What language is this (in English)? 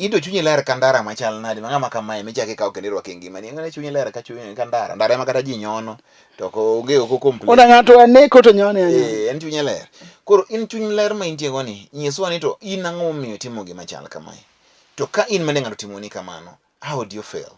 Luo (Kenya and Tanzania)